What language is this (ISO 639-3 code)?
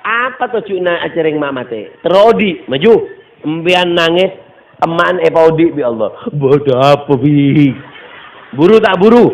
mad